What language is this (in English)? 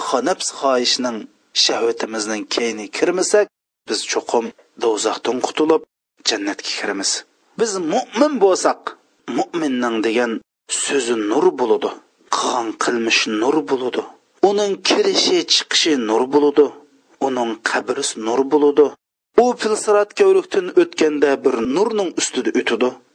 Uyghur